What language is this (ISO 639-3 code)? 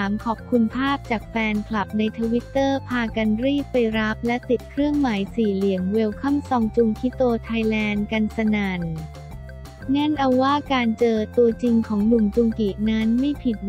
tha